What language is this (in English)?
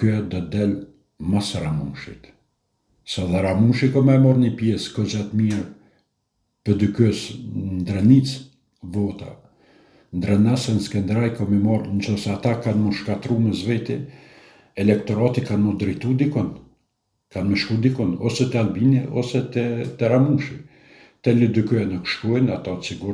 Albanian